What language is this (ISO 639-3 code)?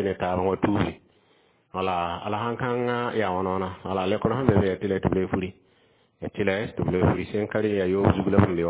mos